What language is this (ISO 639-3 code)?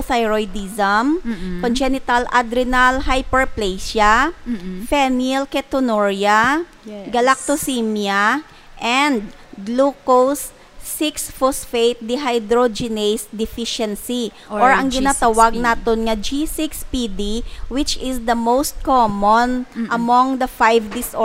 hil